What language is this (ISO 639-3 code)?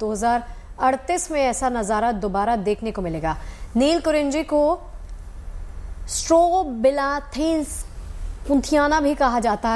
hin